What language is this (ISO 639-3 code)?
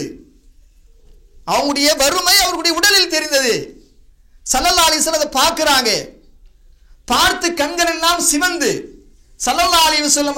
tam